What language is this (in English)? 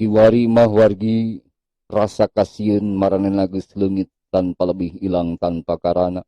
Sundanese